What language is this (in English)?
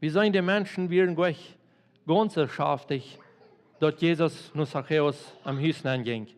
Plautdietsch